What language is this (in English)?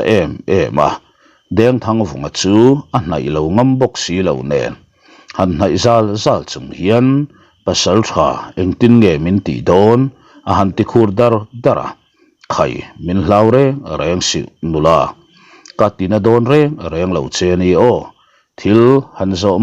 Mizo